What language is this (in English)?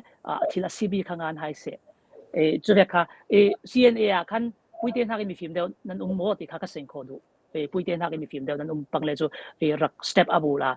Falam Chin